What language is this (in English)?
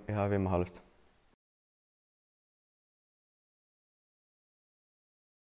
Finnish